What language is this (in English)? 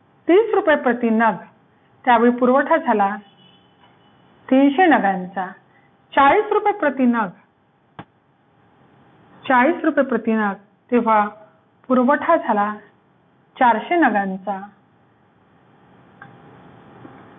Marathi